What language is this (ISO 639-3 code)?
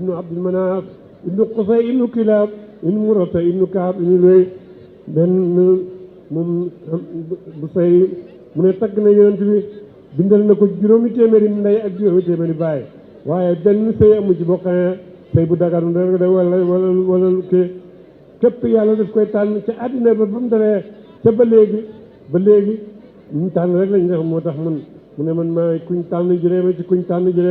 wol